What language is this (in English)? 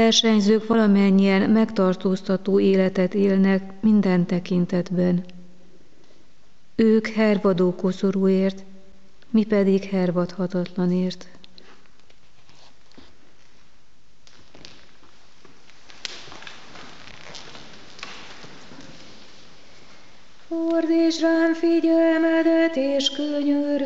Hungarian